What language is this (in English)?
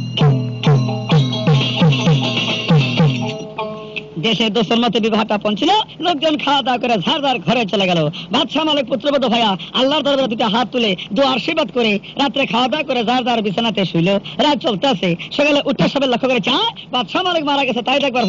Bangla